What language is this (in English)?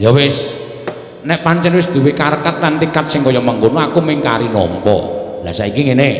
Javanese